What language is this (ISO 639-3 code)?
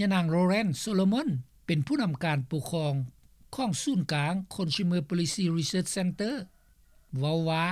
lao